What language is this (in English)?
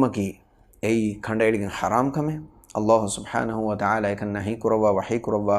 Divehi